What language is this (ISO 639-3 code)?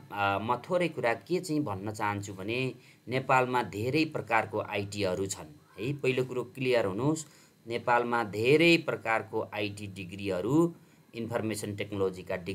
nep